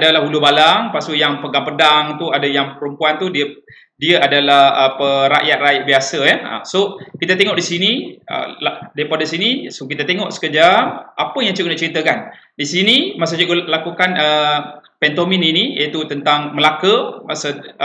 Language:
Malay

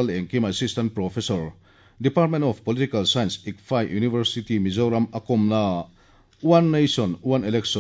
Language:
Mizo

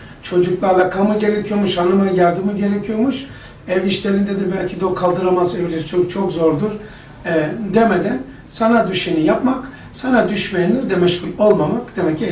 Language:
Turkish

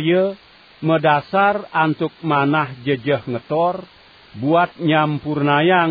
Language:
Balinese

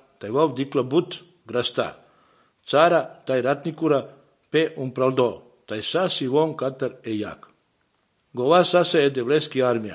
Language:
Serbian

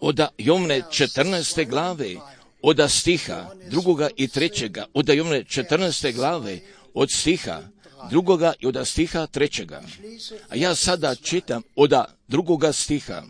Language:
Croatian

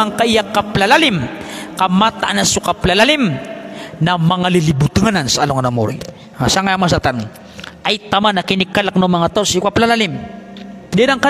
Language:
Maranao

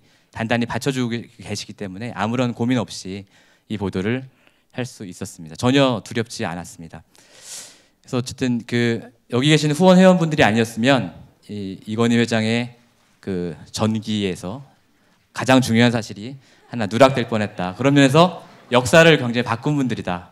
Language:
Korean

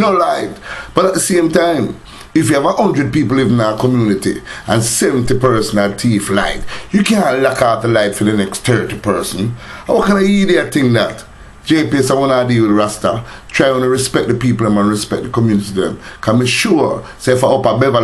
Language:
Jamaican Creole English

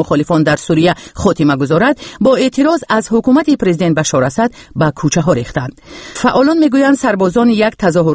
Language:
Persian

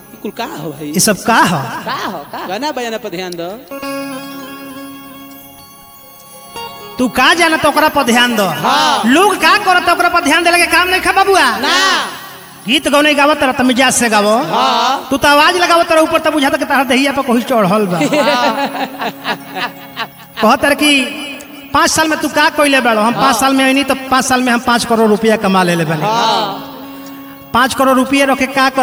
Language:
Bhojpuri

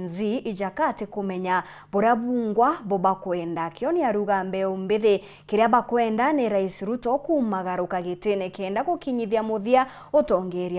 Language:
Meru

